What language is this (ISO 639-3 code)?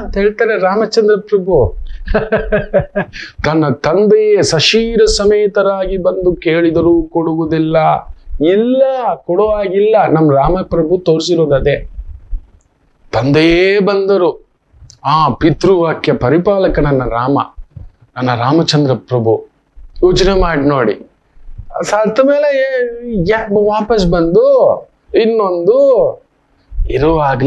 kan